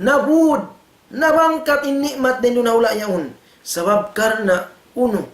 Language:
Tausug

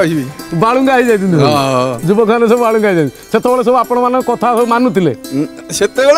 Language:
Odia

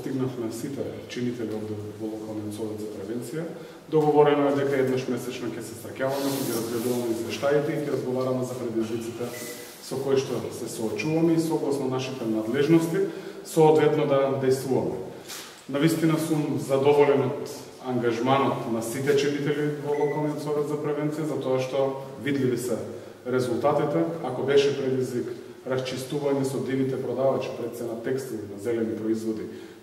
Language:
Macedonian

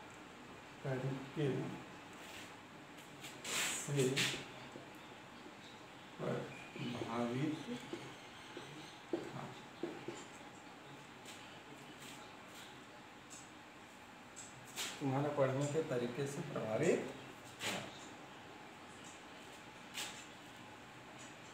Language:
Hindi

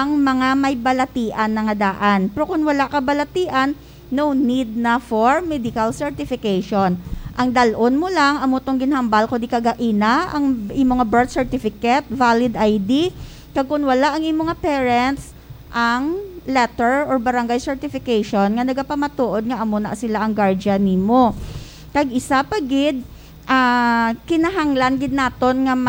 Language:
Hiligaynon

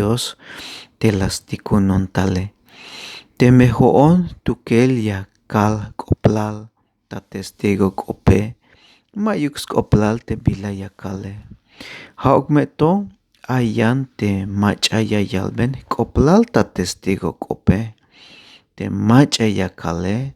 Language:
Tzeltal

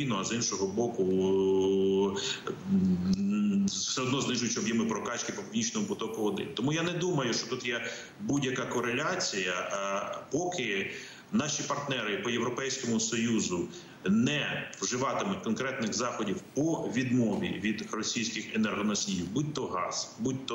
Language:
Ukrainian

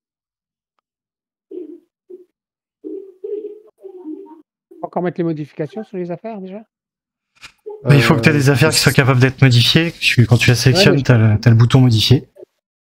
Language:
French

